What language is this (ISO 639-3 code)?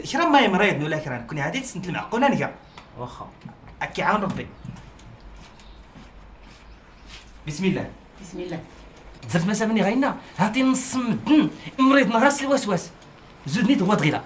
shi